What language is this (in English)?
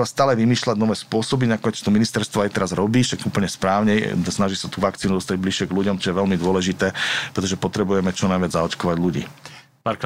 Slovak